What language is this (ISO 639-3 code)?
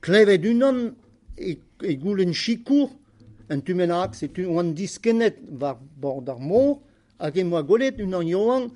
bre